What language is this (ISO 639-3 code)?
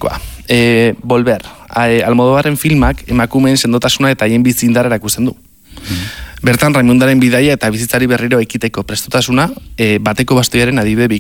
eus